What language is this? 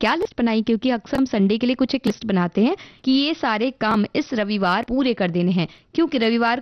Hindi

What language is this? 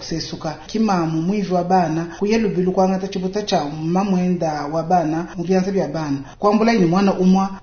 Luba-Lulua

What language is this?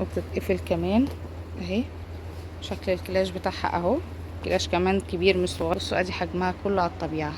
Egyptian Arabic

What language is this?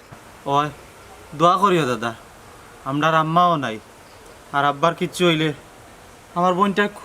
Sylheti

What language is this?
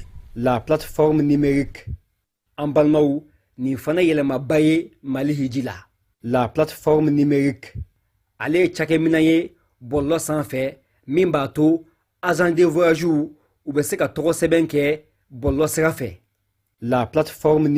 Bambara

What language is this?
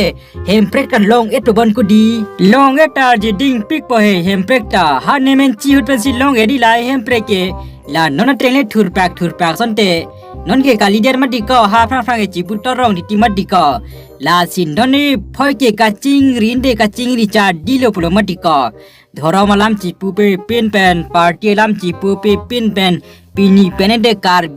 Karbi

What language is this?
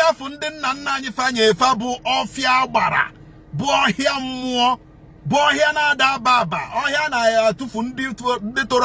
Igbo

